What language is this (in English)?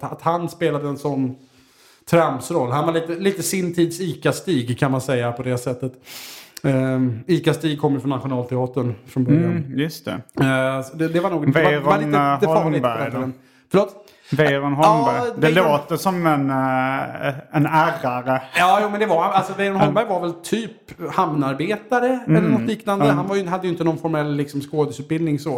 Swedish